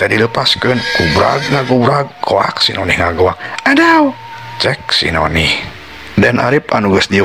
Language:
Sundanese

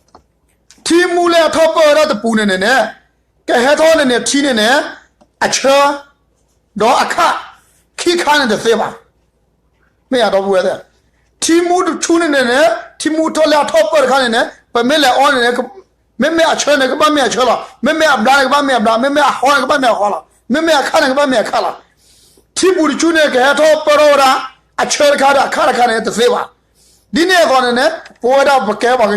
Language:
S'gaw Karen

